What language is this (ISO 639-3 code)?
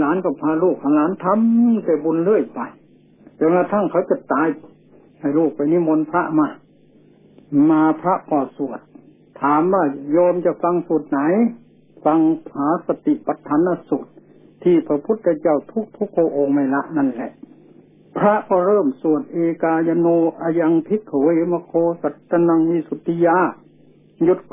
tha